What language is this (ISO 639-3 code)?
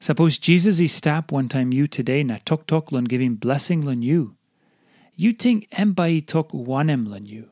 tpi